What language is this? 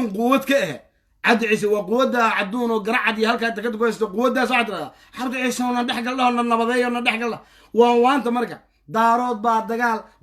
Somali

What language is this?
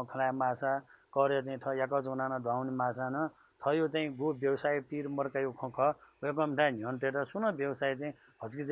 Newari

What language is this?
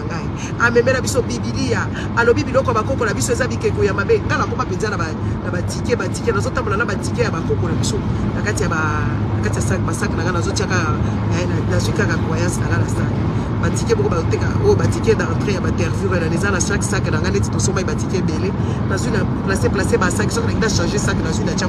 Lingala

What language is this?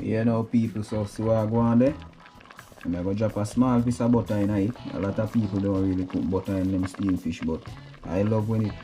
Jamaican Creole English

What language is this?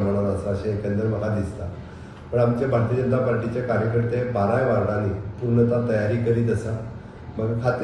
Konkani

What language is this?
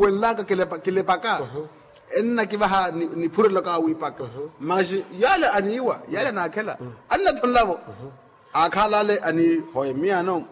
Makhuwa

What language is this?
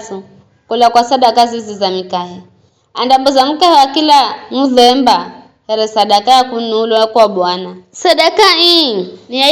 Giryama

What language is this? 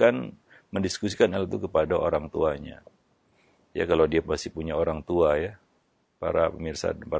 Indonesian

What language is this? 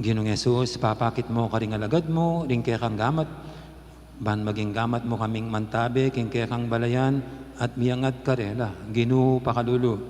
Pampanga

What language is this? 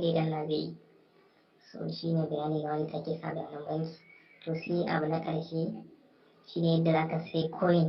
Hausa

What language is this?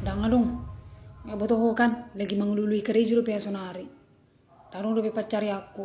Batak Toba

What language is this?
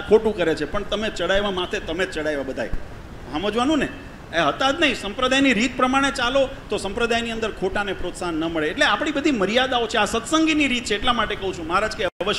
Gujarati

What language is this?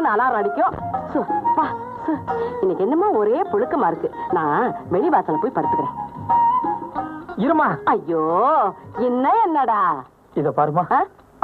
Tamil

